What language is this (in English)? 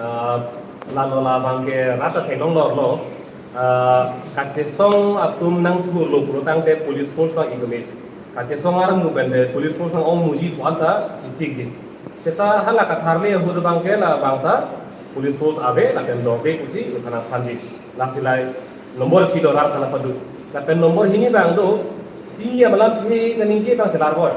Karbi